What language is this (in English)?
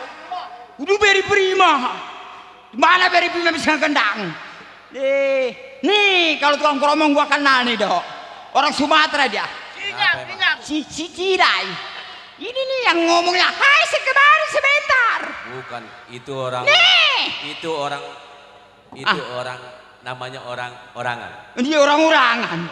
Betawi